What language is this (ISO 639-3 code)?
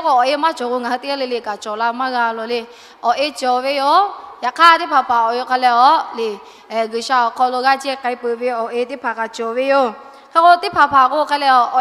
lhu